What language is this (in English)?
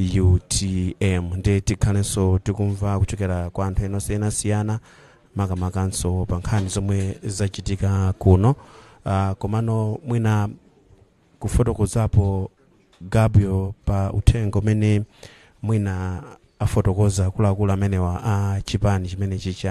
Nyanja